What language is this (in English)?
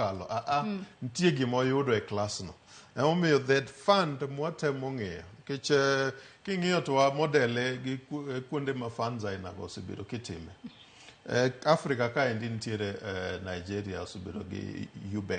Luo (Kenya and Tanzania)